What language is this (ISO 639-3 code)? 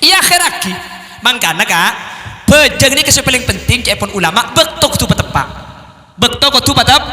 mad